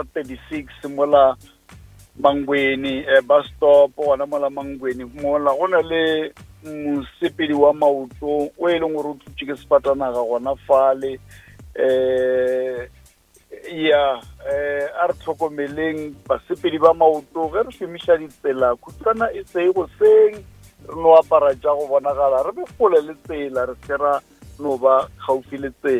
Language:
Northern Sotho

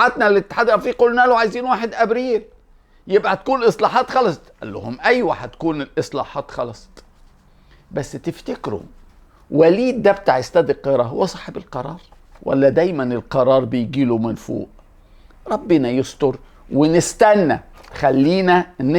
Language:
Egyptian Arabic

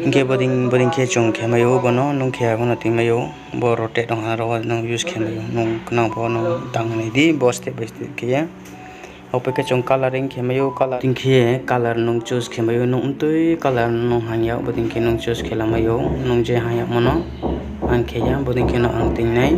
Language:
Riang (India)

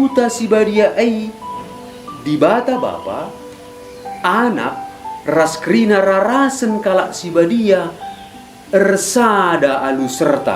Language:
Batak Karo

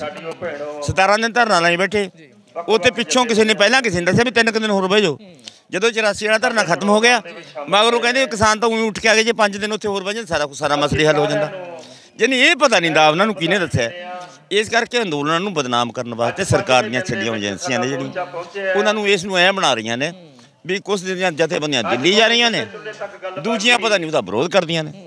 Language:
Punjabi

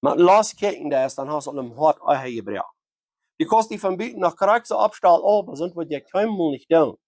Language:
Plautdietsch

